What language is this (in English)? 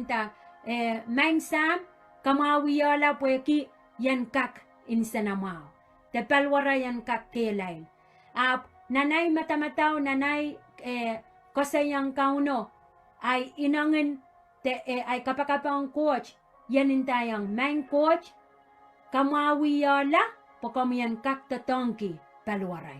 Pohnpeian